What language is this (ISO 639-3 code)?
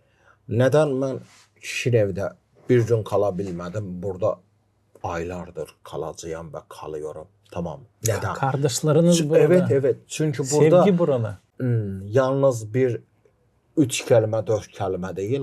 gag